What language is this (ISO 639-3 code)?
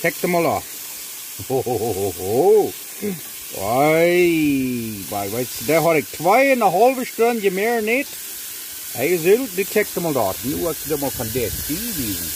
pdt